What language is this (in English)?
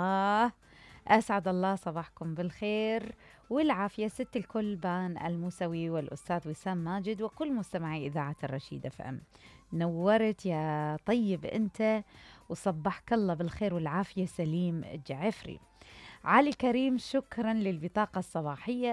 Mesopotamian Arabic